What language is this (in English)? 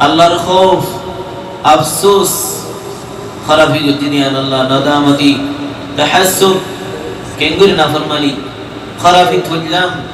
Rohingya